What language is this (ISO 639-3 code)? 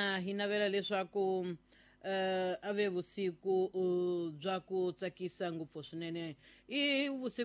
tso